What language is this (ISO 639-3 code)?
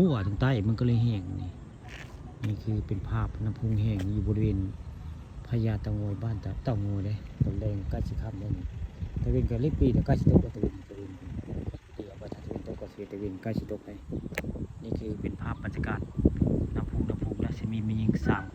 tts